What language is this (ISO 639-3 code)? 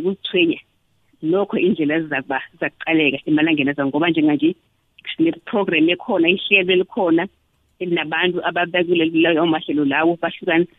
nbl